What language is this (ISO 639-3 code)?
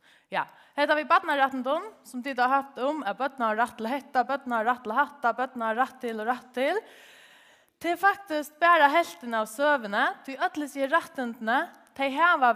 fao